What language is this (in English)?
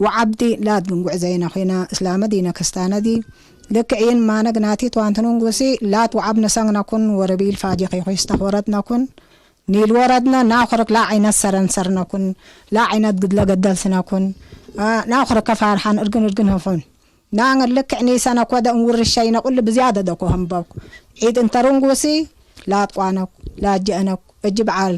Tigre